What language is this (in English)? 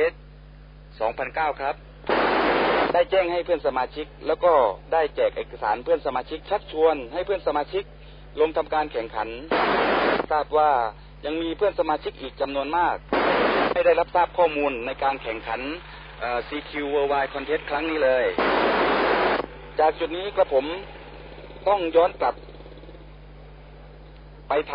Thai